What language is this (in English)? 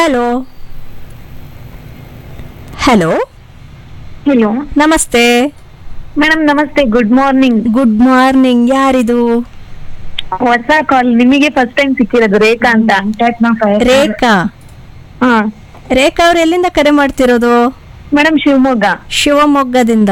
Kannada